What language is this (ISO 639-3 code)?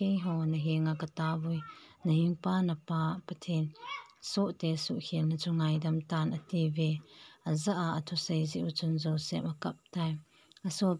tcz